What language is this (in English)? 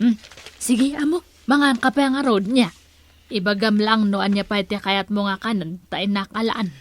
Iloko